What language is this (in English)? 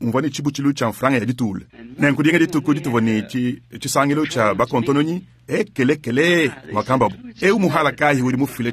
Luba-Lulua